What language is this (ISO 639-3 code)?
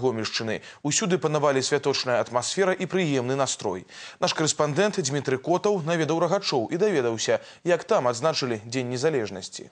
bel